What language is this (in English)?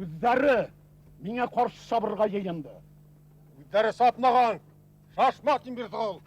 Bashkir